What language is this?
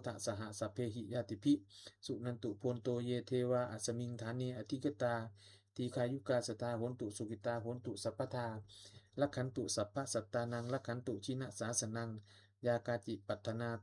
Pali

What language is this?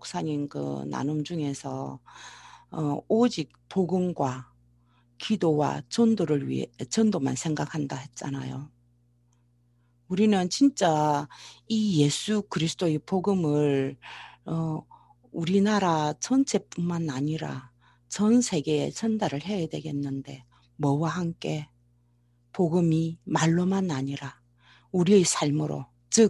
Korean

